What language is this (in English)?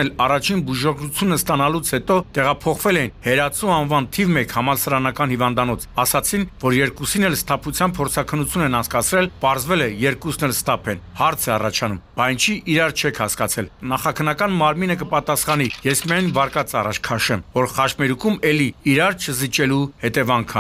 Armenian